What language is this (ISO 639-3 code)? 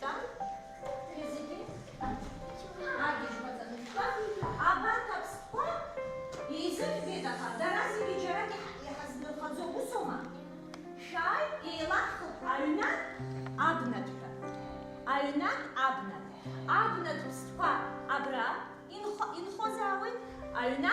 abk